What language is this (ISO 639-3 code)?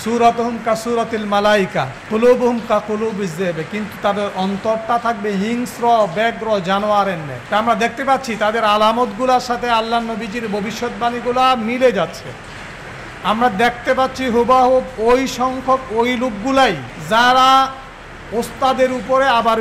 ben